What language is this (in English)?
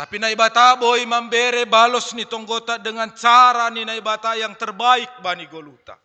Batak Simalungun